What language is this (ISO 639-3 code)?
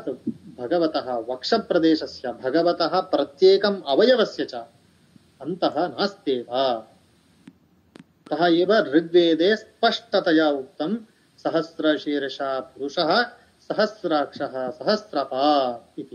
san